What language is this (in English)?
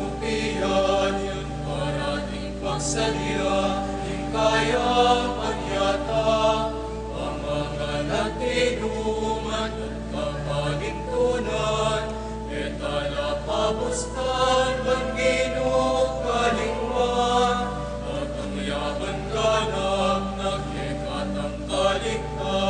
Pampanga